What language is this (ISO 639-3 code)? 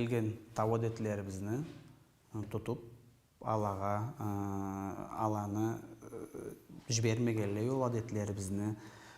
krc